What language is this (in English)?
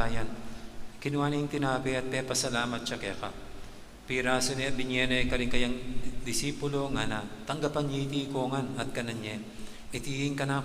Pampanga